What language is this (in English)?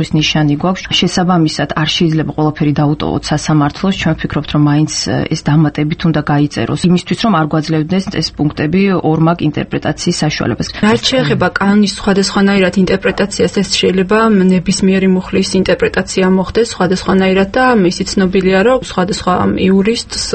Georgian